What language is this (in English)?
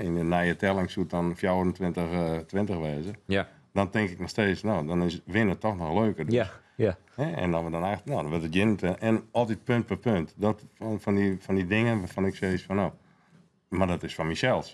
Western Frisian